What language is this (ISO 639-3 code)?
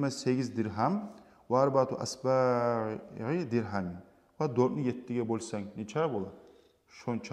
kum